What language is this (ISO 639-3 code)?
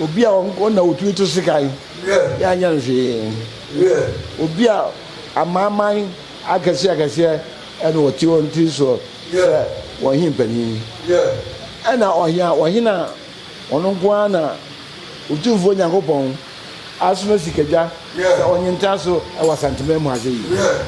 aka